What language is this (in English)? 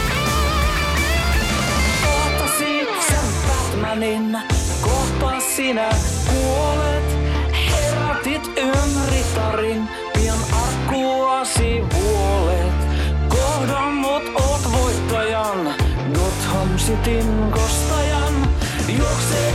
Finnish